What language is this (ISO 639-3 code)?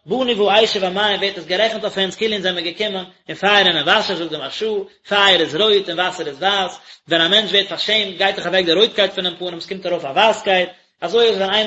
yid